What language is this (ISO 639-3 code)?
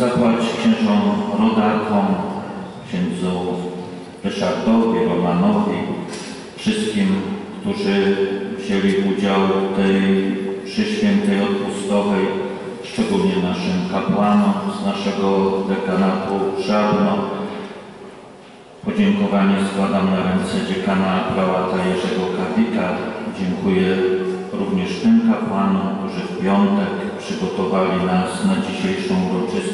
pol